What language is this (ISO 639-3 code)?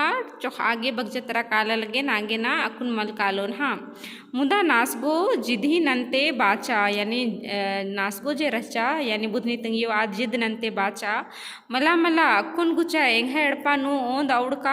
kru